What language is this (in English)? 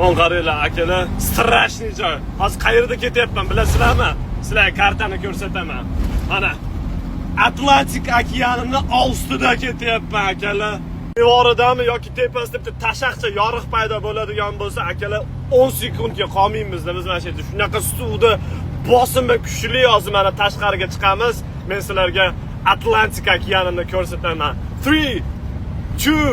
Uzbek